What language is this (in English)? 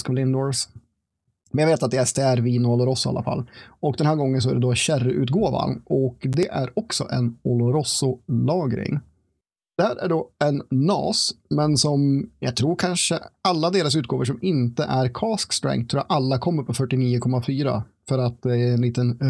Swedish